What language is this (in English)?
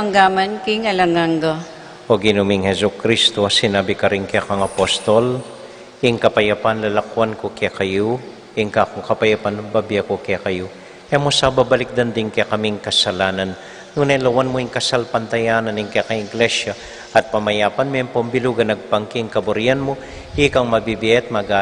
Pampanga